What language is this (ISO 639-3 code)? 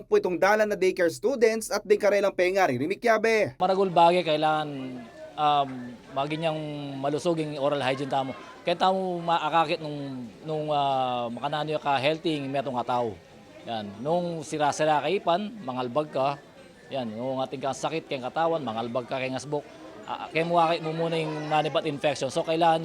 pam